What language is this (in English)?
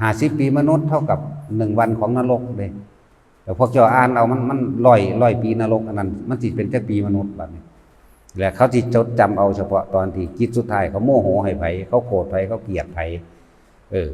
Northeastern Thai